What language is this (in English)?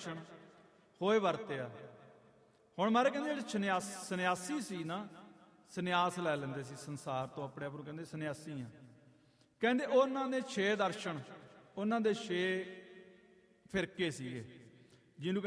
Punjabi